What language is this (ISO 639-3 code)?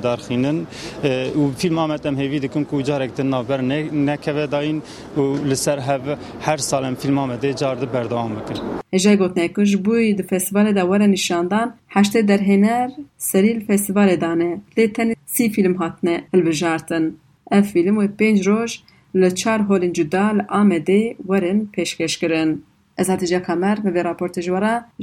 kur